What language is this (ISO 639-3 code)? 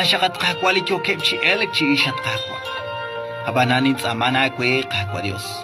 kek